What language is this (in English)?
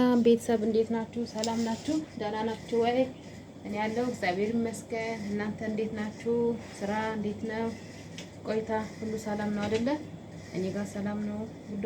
Amharic